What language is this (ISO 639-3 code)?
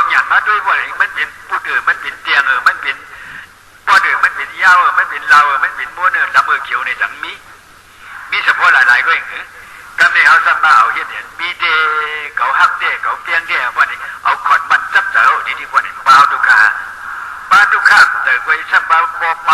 shn